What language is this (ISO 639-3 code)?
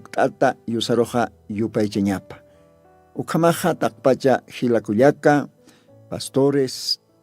aym